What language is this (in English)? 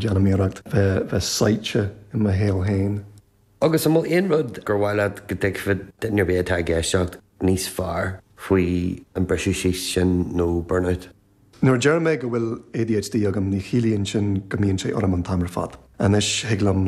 Irish